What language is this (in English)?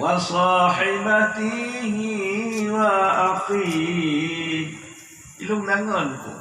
Achinese